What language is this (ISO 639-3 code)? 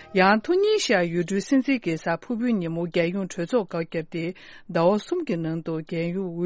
bod